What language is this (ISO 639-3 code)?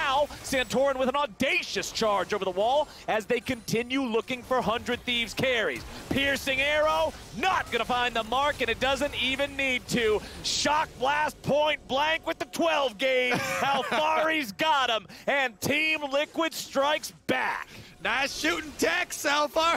eng